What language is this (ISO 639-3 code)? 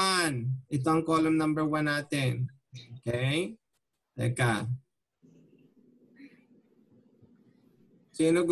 fil